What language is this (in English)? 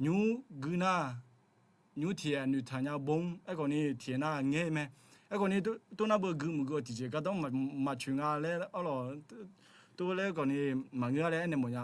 Akha